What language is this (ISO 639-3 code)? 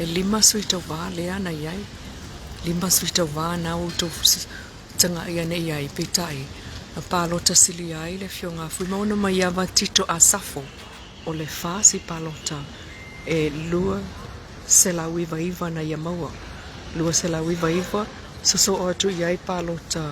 smo